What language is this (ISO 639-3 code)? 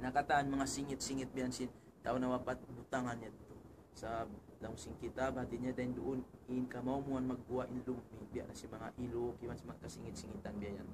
tsg